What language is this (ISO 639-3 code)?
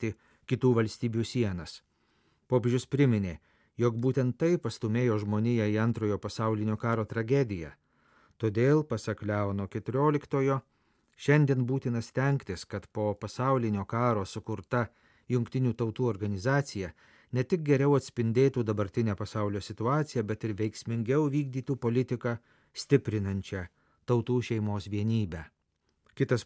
lit